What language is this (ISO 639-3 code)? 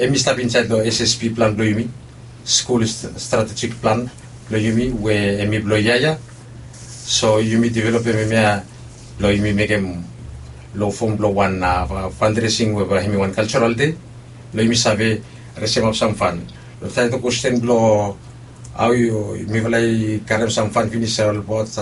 bis